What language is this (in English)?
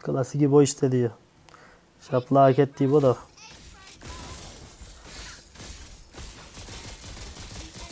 Turkish